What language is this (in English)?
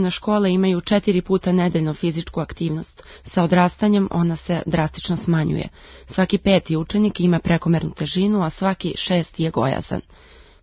Serbian